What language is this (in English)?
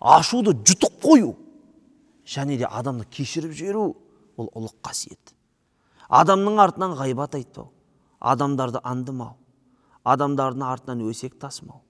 Kazakh